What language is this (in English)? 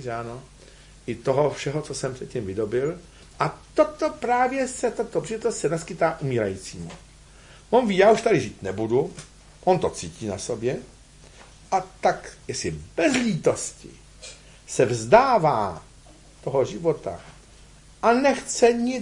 Czech